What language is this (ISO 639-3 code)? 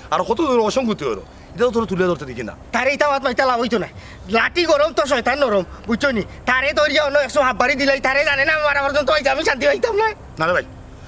syl